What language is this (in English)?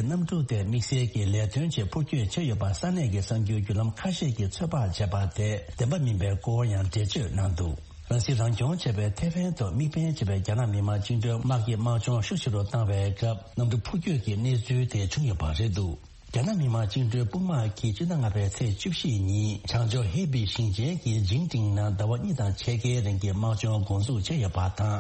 Tibetan